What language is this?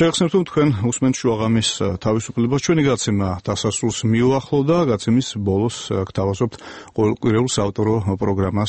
Georgian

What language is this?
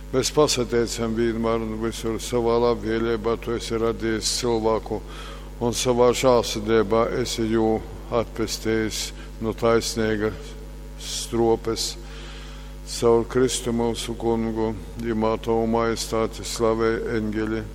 Latgalian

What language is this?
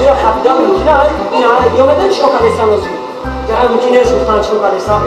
Tajik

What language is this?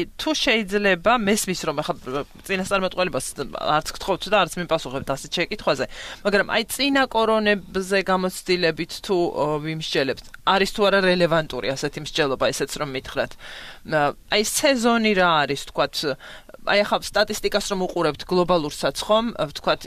Georgian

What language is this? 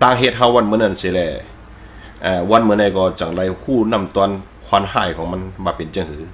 Shan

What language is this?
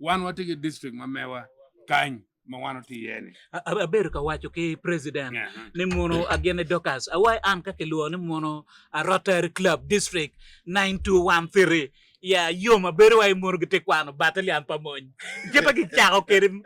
Acoli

